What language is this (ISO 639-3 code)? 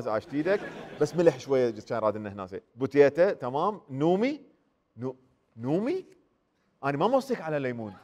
acm